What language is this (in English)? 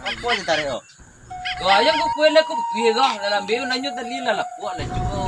Minangkabau